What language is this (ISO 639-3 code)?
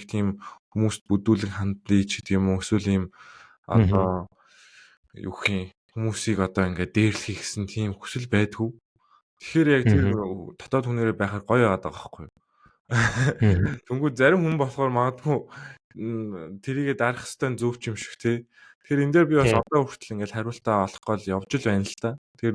mon